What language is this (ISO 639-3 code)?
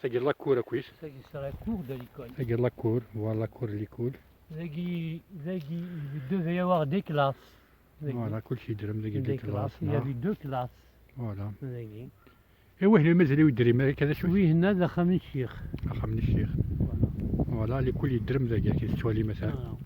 kab